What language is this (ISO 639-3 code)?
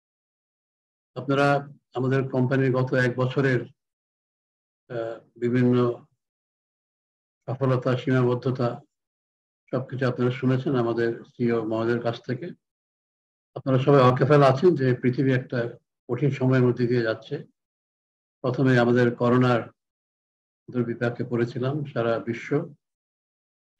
ben